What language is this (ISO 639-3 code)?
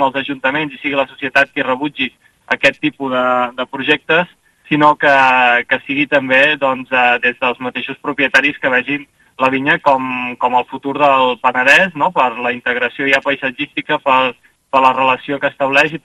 cat